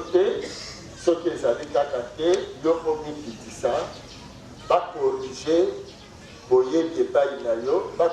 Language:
Lingala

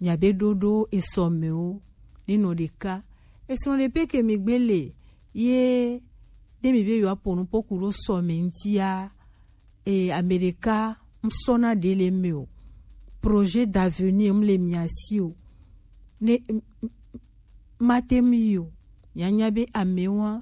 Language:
Gen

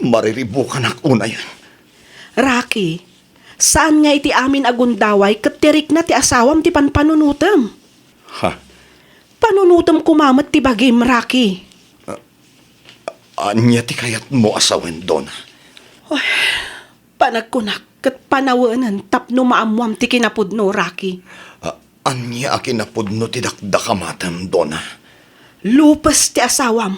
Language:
Iloko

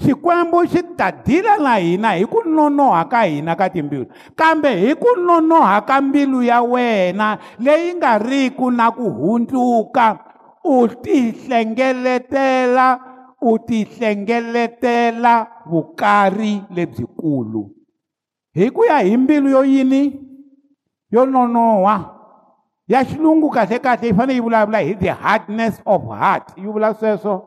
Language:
Tsonga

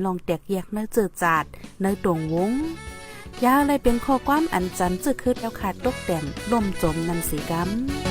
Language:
Shan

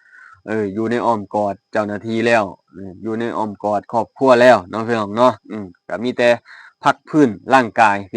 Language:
Lao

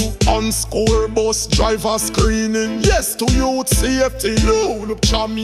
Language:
Jamaican Creole English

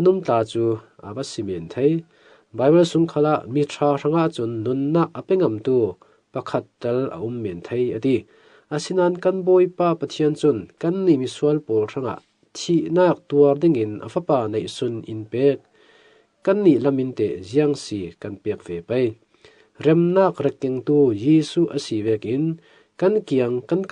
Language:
Falam Chin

